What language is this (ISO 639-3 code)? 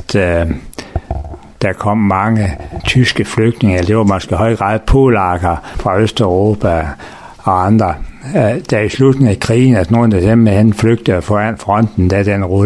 dan